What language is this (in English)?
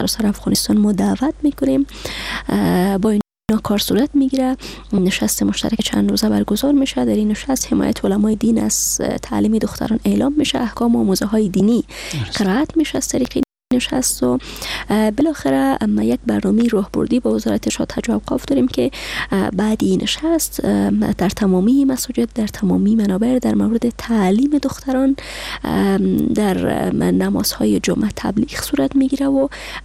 Persian